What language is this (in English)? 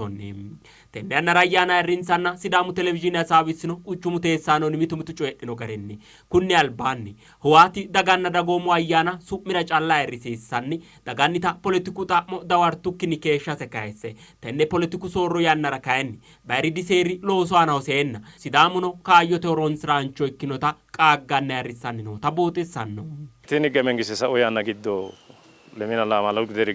Sidamo